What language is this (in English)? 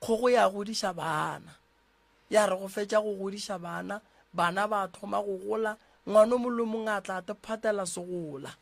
Northern Sotho